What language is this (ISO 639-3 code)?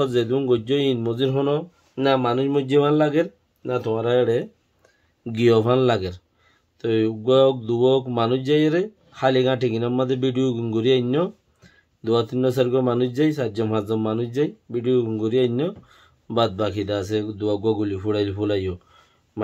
rhg